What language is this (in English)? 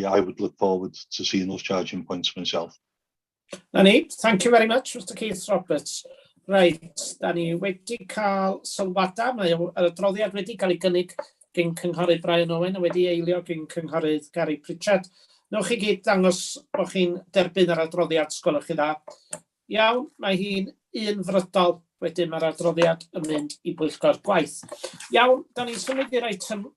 Welsh